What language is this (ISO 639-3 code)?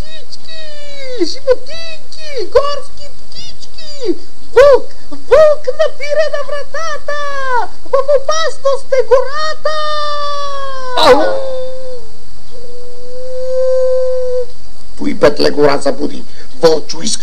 bul